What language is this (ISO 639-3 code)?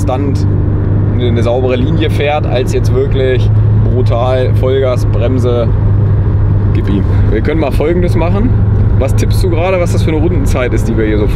deu